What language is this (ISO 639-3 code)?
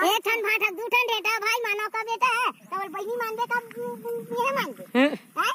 hne